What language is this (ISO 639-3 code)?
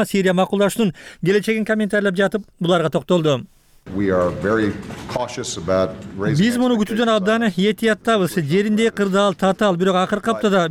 kir